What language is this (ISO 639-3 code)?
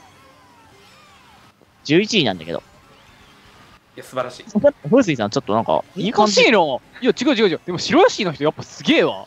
jpn